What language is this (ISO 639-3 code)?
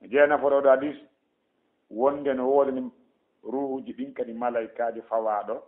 ful